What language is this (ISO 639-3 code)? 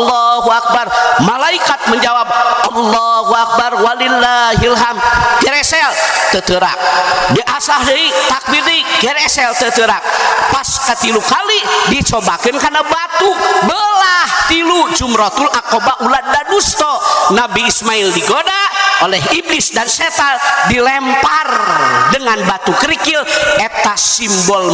sun